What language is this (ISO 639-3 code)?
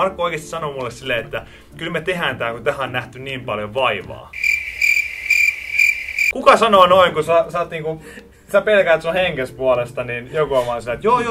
fin